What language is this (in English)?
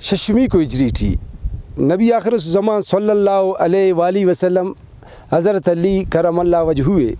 Brahui